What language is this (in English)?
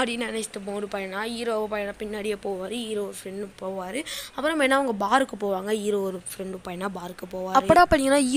Tamil